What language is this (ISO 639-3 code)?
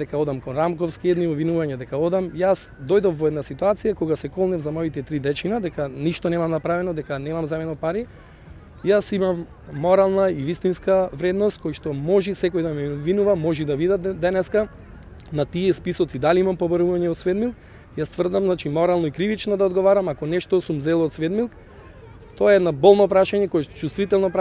mkd